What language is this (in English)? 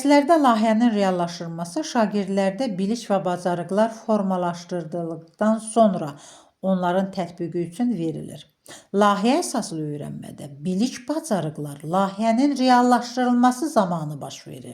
Azerbaijani